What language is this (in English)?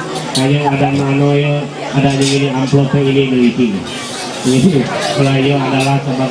Ma'anyan